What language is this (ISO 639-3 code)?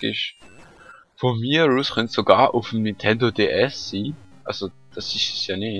gsw